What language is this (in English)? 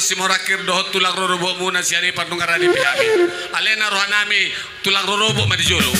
Batak Toba